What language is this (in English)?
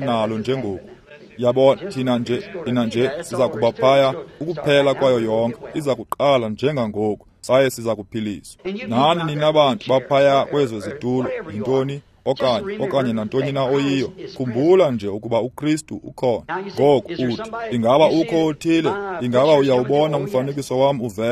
Xhosa